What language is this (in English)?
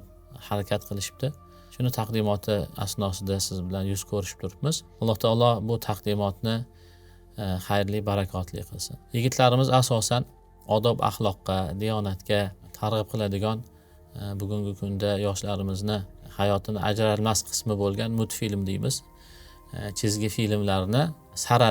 Uzbek